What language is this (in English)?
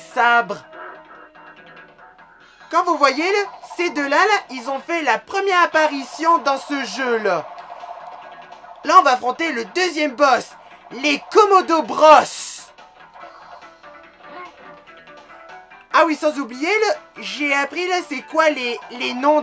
French